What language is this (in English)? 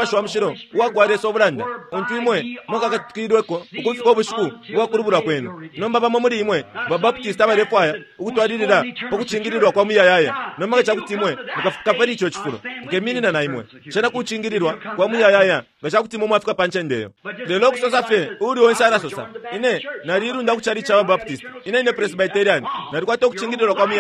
Bemba